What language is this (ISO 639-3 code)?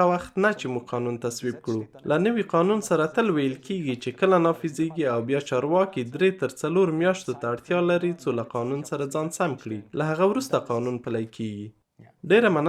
pus